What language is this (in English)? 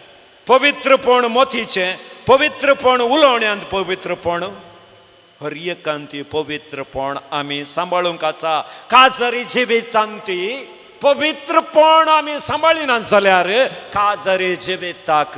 Konkani